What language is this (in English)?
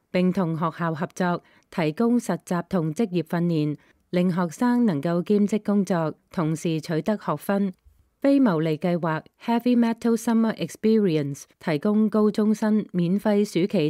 Cantonese